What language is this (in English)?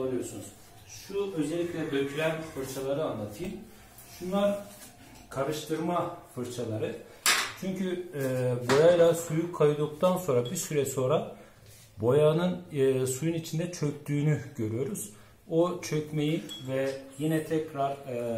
Turkish